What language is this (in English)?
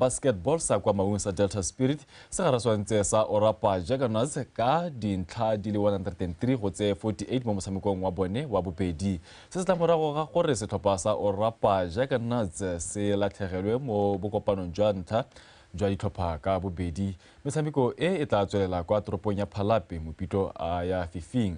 Tswana